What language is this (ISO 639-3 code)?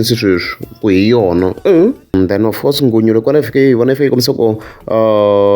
tso